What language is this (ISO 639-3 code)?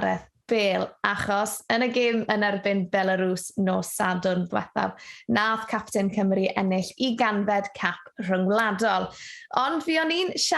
cym